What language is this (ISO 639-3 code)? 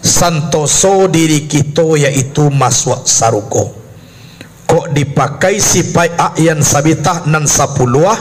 min